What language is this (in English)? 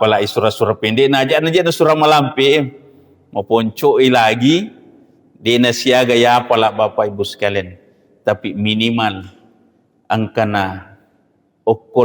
Buginese